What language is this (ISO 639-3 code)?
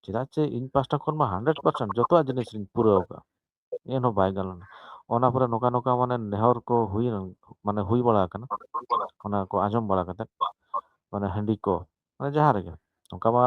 sat